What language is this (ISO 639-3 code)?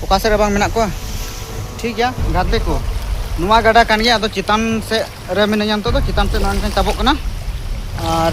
sat